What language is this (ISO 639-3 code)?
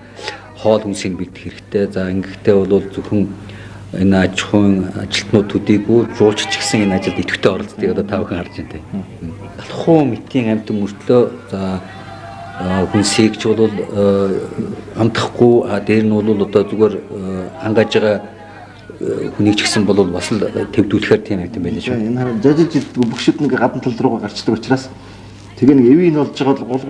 mon